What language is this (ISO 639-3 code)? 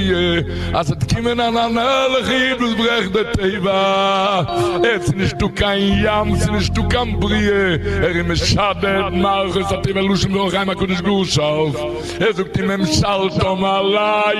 yid